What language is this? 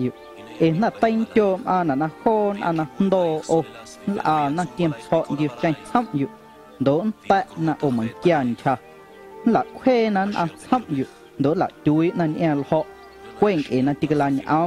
Guerrero Amuzgo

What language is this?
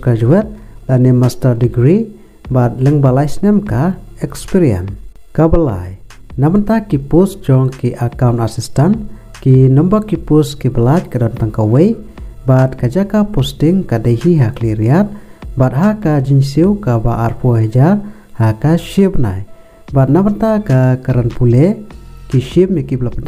Khasi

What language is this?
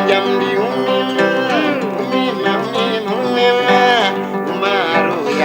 Fula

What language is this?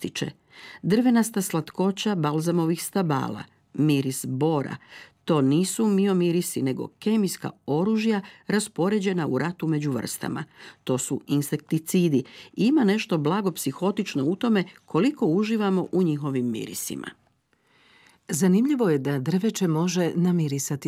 Croatian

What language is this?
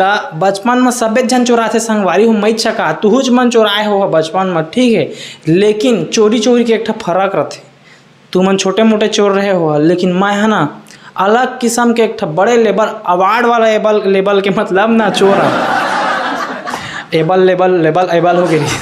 Chhattisgarhi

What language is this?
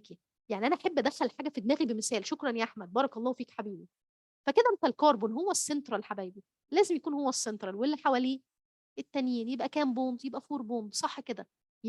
Egyptian Arabic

